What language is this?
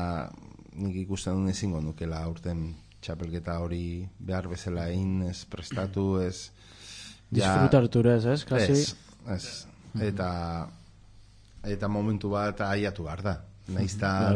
Basque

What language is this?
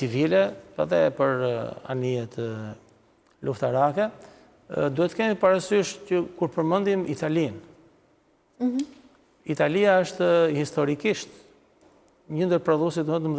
Albanian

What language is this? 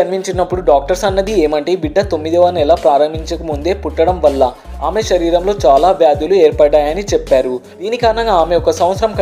Telugu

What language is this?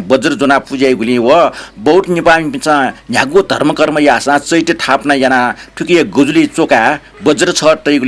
Newari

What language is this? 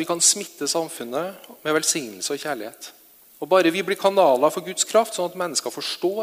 Norwegian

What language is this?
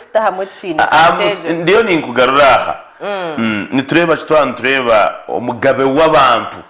Nyankole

